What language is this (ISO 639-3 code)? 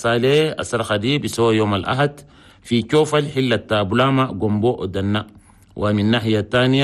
shu